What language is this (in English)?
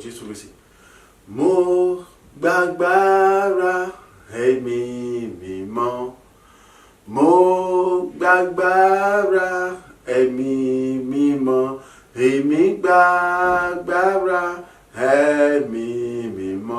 Yoruba